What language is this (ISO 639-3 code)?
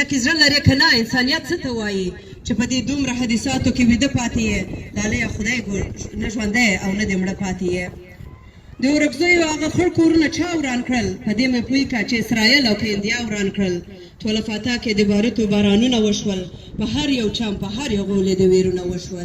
pus